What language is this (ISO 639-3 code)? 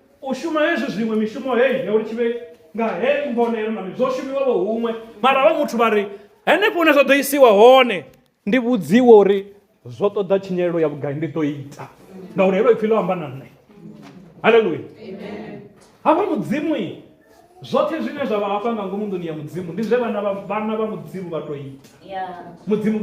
ven